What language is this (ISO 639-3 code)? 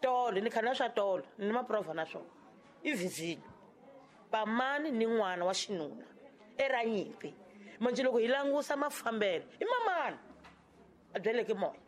tso